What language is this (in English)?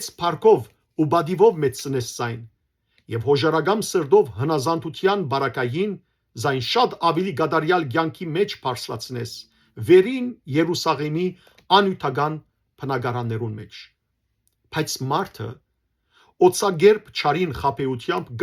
Western Armenian